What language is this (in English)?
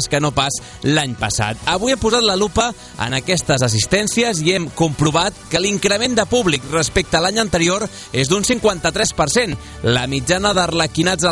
Catalan